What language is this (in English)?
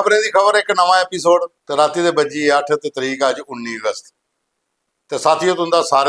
Dogri